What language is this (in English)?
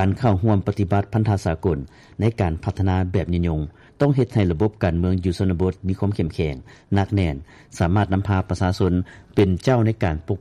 Lao